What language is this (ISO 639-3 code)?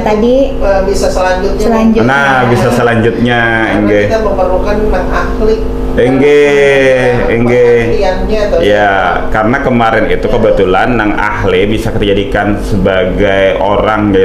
bjn